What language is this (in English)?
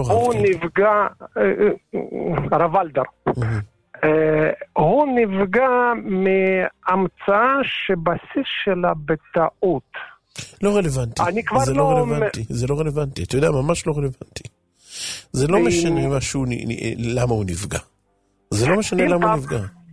Hebrew